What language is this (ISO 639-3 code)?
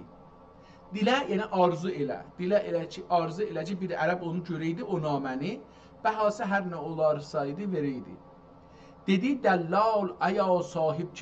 azb